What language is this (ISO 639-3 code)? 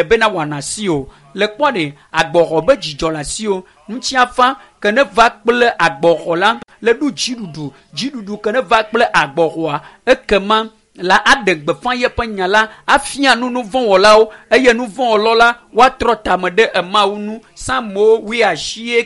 ewe